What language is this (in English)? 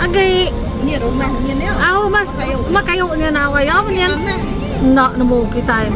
Iban